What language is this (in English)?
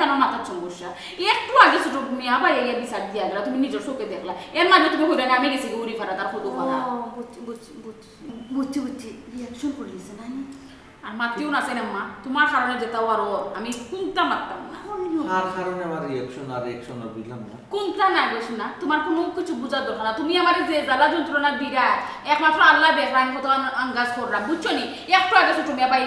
Sylheti